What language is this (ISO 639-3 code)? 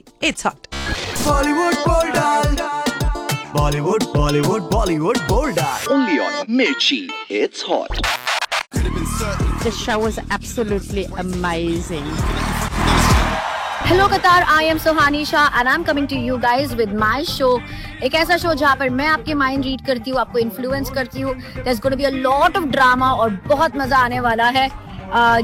hin